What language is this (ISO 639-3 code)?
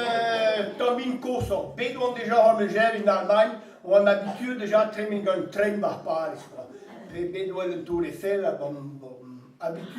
bre